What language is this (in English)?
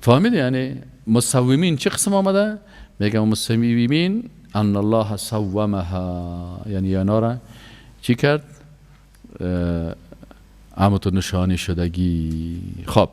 Persian